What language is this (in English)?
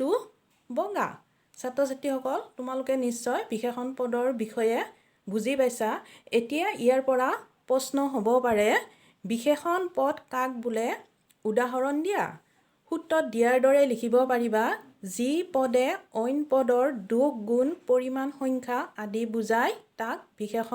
Assamese